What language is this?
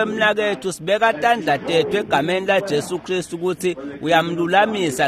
Swati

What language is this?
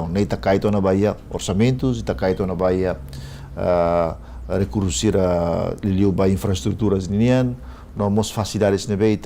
Tetum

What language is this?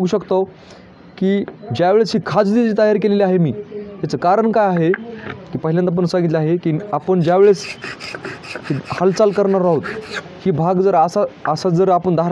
Marathi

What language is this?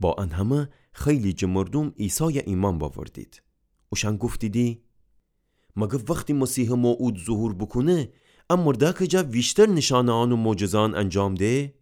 Gilaki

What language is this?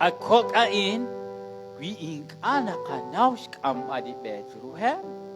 Kekchí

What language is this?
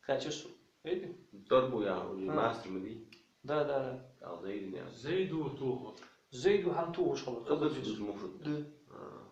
Ingush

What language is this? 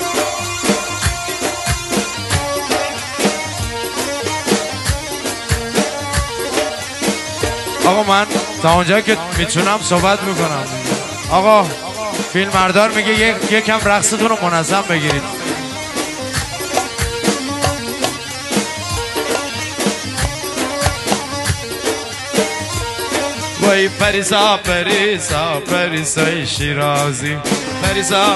Persian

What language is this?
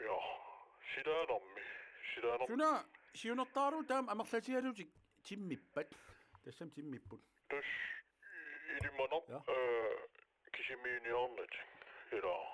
Kalaallisut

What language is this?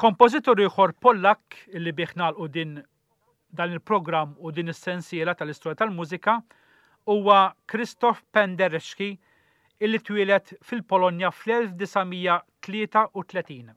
Maltese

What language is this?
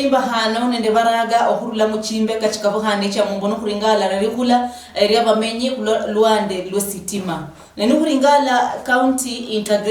Luyia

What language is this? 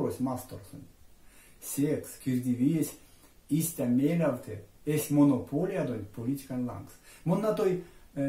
Erzya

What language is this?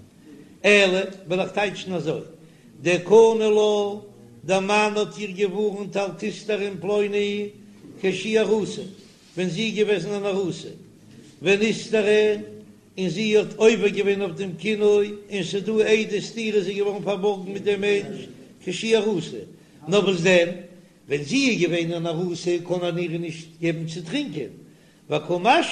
Yiddish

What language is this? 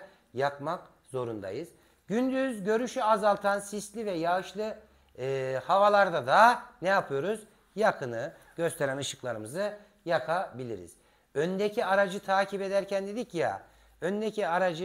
Turkish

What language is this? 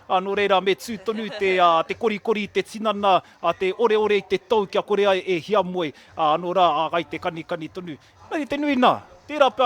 Māori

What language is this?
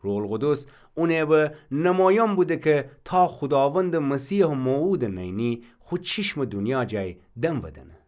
Gilaki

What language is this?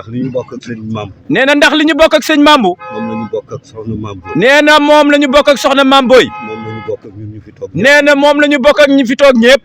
Wolof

